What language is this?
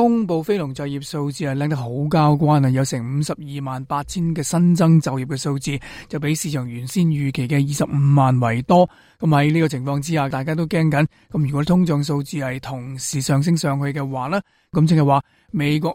Cantonese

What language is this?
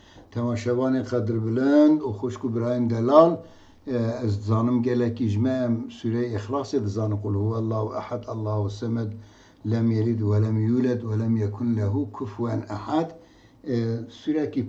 Kurdish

